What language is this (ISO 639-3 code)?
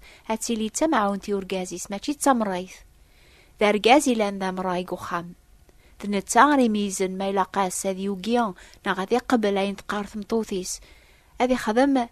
kab